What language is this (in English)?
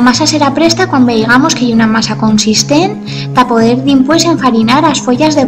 Aragonese